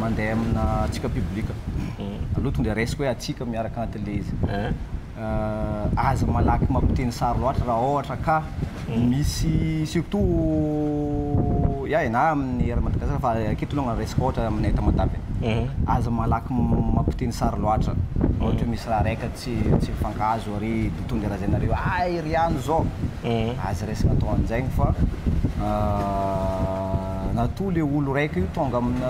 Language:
Malagasy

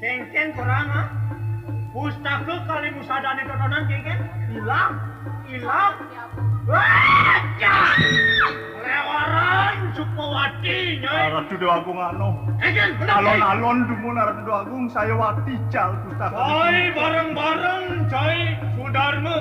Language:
Balinese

